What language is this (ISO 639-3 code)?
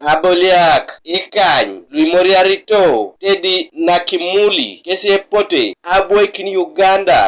teo